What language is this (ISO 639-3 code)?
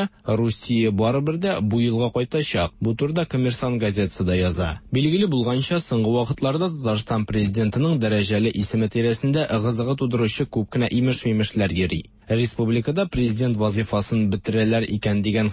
tat